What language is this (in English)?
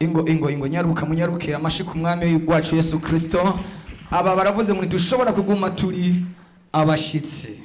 Rundi